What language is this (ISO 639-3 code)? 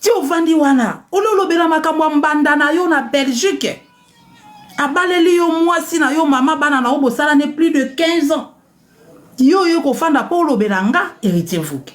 lin